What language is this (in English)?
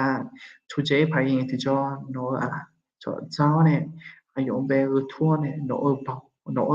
Akha